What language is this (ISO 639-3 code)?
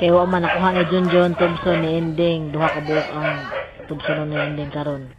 ceb